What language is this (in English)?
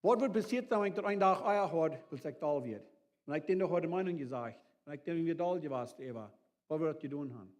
Plautdietsch